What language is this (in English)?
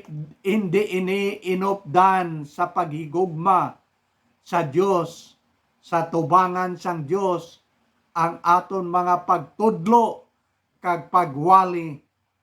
Hiligaynon